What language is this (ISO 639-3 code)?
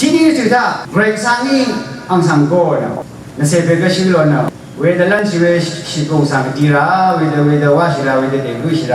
raw